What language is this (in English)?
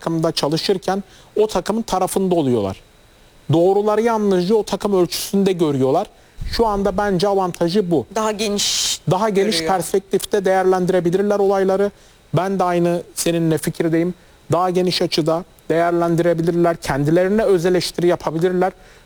Turkish